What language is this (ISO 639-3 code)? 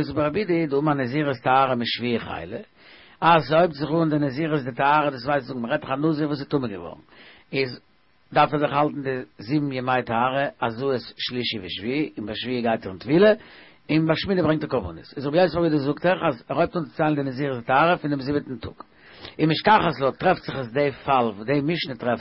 yid